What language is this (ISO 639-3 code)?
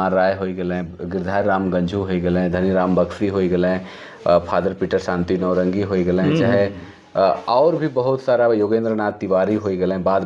sck